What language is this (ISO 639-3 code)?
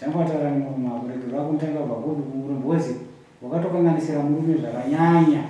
sna